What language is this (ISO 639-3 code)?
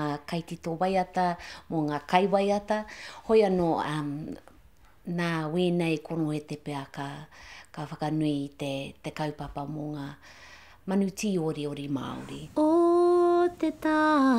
mri